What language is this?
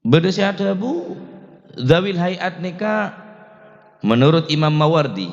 Madurese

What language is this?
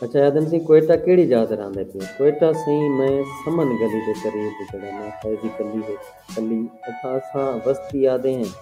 Saraiki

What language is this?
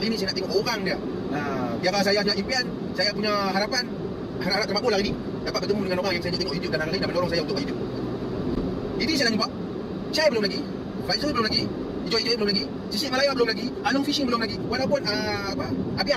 Malay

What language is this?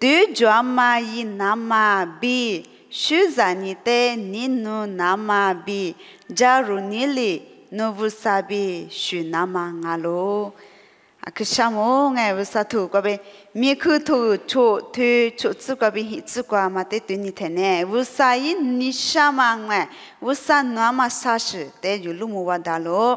Lisu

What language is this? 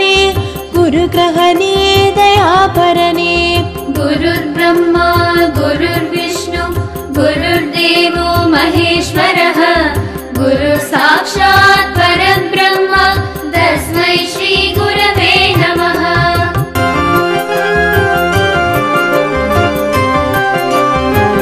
Tamil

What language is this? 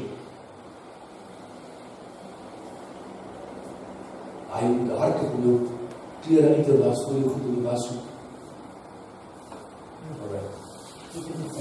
Afrikaans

